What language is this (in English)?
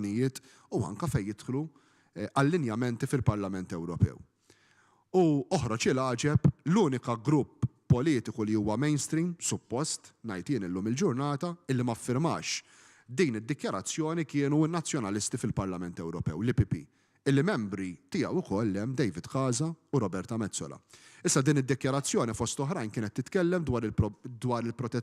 Maltese